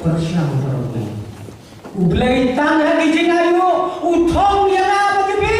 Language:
Khasi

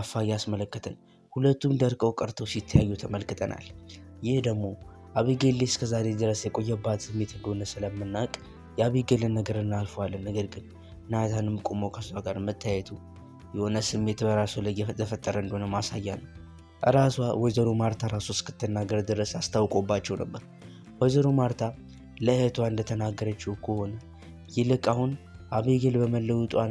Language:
Amharic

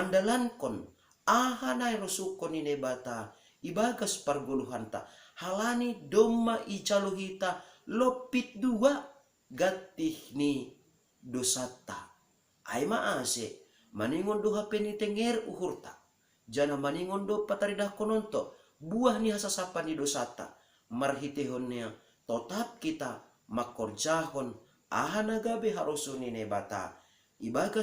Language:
Batak Simalungun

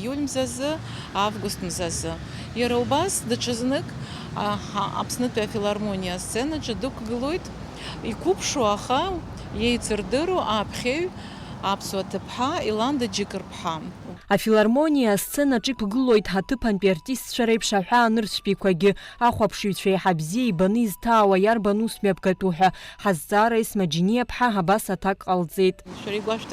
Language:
Abkhazian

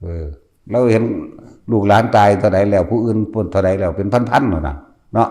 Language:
Northeastern Thai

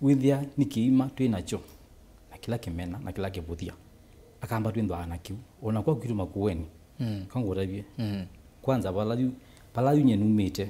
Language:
Kamba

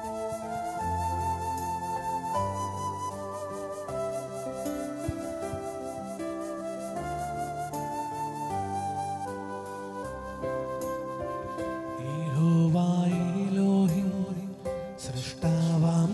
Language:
Malayalam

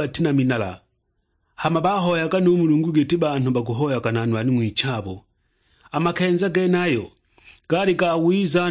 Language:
Sukuma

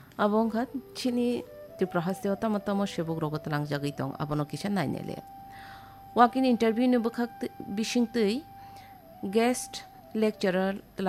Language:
Kok Borok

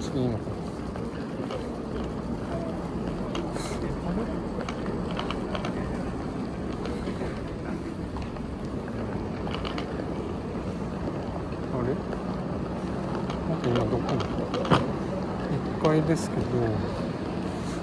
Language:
Japanese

